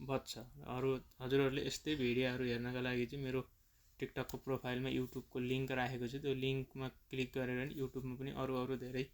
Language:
Nepali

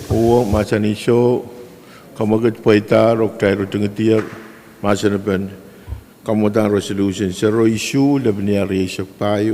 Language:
Pohnpeian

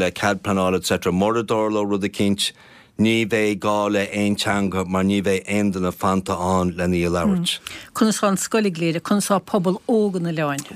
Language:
Irish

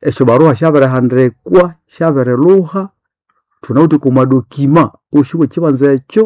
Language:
Nande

